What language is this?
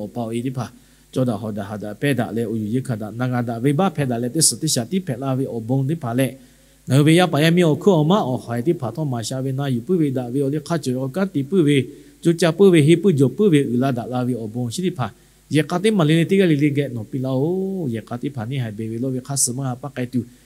Lahu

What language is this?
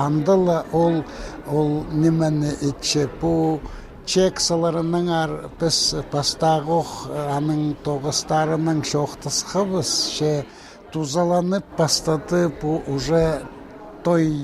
Khakas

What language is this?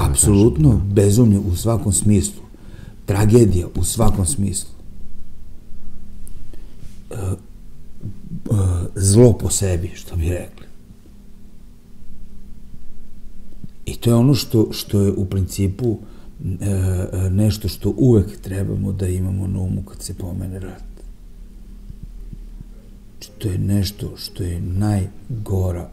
Serbian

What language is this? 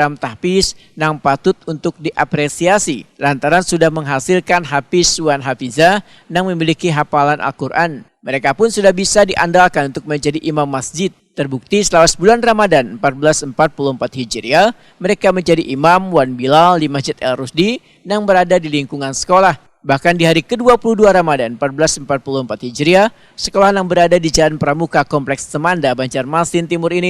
Banjar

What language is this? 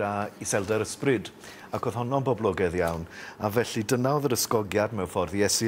Welsh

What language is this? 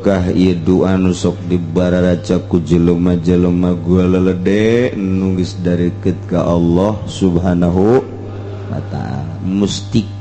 Sundanese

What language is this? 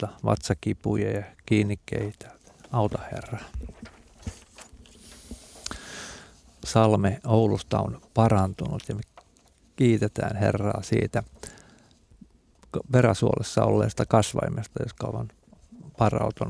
Finnish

